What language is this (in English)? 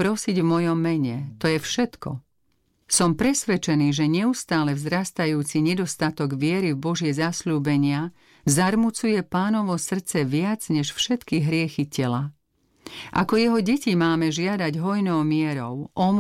Slovak